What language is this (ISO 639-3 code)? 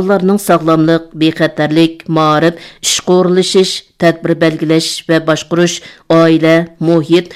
uig